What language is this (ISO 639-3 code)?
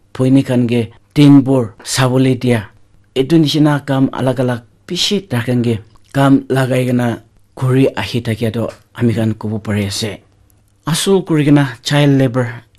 nag